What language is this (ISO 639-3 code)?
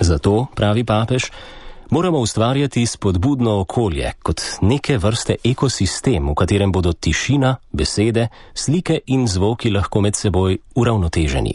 slv